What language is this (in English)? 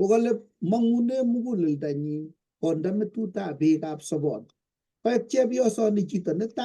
Kalenjin